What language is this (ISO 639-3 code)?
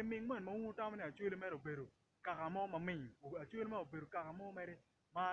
ach